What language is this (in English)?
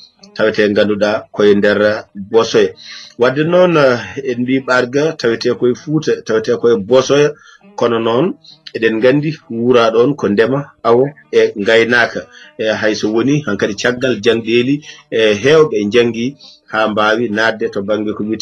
Fula